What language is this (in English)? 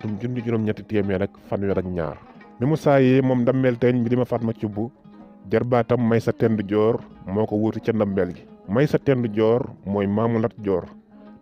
Wolof